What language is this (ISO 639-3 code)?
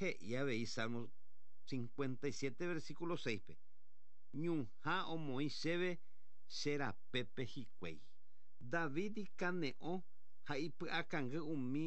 grn